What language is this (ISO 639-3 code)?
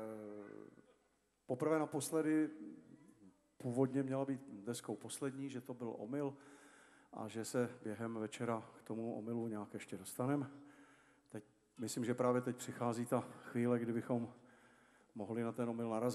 ces